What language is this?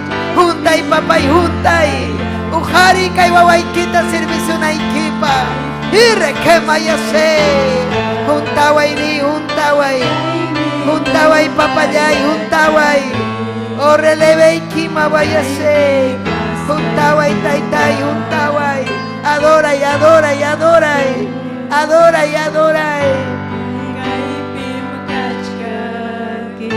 Ayacucho Quechua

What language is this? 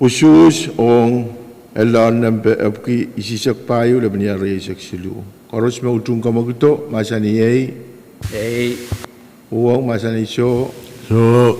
Pohnpeian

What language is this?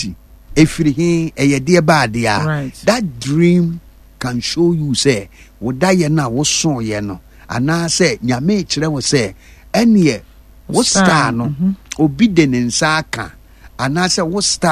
Akan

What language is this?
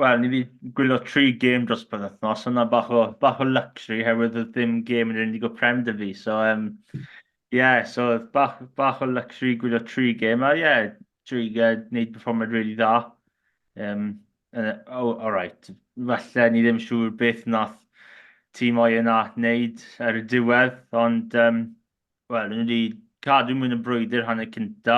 Welsh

